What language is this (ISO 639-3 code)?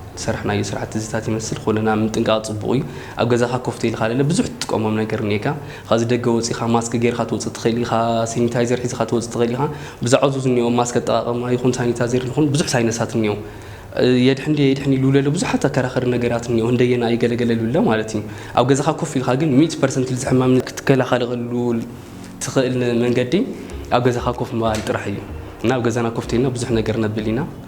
tir